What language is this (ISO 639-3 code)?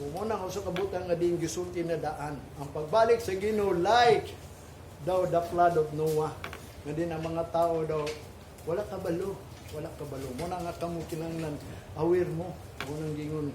ceb